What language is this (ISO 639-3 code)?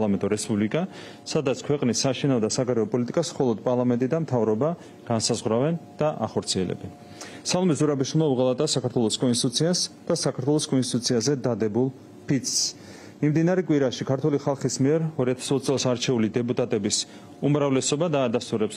kat